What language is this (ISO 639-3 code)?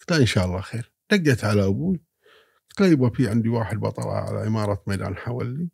afb